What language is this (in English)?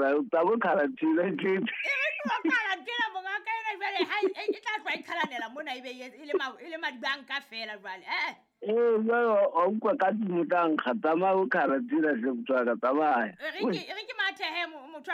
Southern Sotho